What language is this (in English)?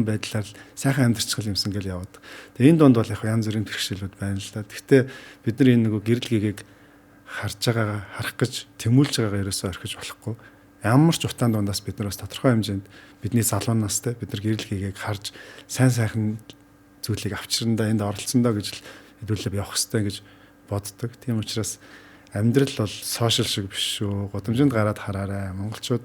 Mongolian